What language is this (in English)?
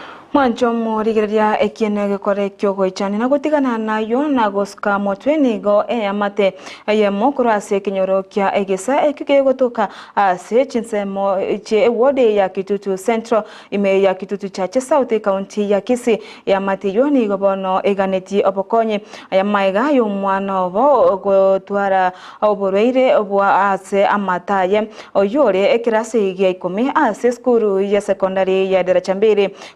Gusii